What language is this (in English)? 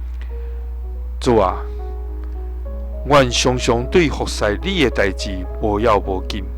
Min Nan Chinese